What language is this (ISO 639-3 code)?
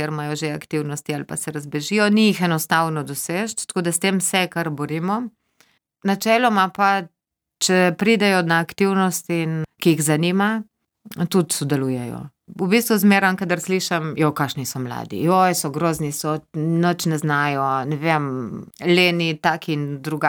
slv